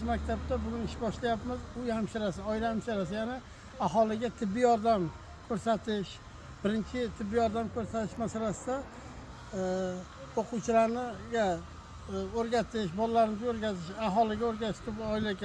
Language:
Uzbek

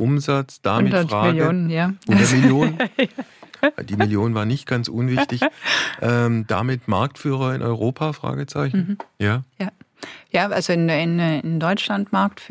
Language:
German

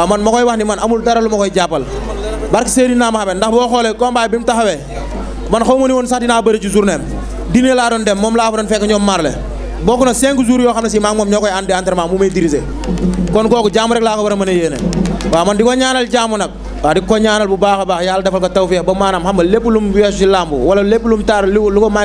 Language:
Wolof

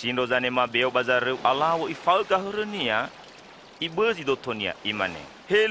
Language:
Nias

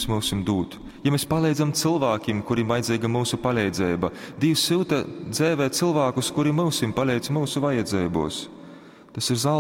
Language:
Latgalian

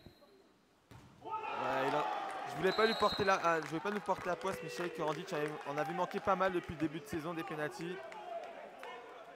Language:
French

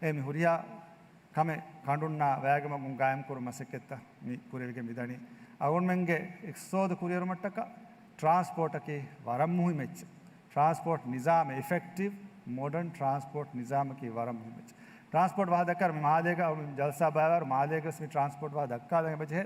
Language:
Divehi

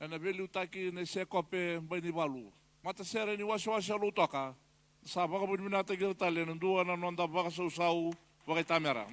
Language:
Fijian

